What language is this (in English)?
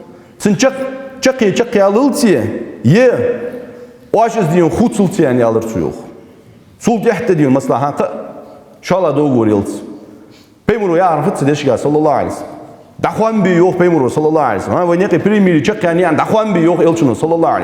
Ingush